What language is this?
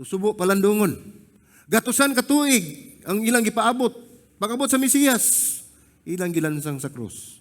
Cebuano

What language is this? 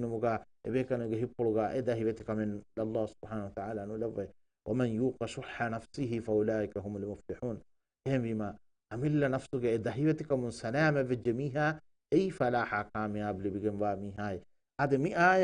Divehi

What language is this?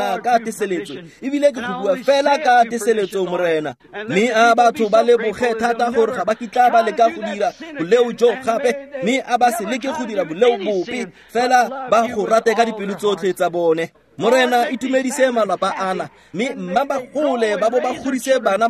Tswana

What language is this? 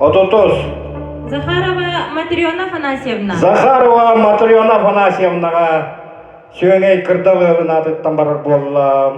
Yakut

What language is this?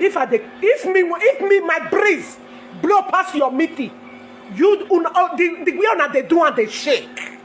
Nigerian Pidgin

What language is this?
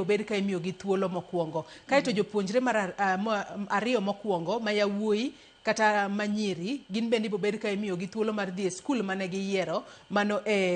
Luo (Kenya and Tanzania)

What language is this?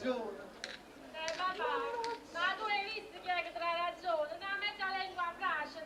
Neapolitan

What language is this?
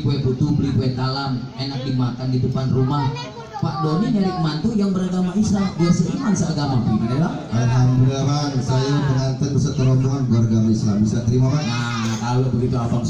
Betawi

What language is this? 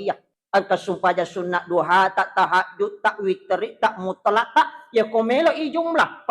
Buginese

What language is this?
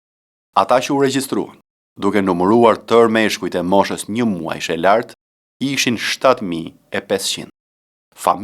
Albanian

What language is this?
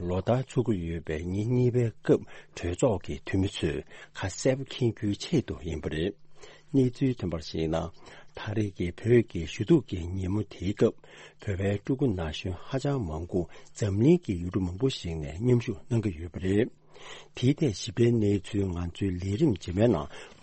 Tibetan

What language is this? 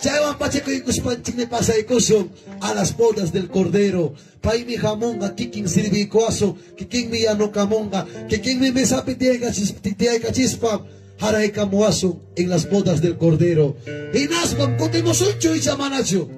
Ayacucho Quechua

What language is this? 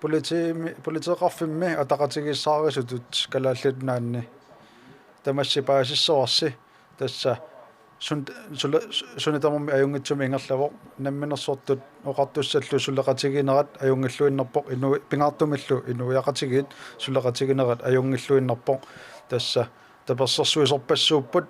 Kalaallisut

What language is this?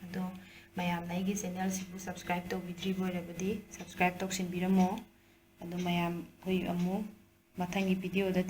Manipuri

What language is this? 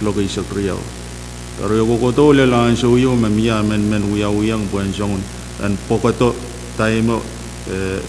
Pohnpeian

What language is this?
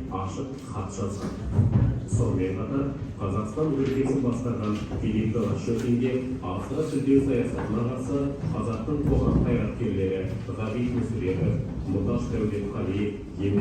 Kazakh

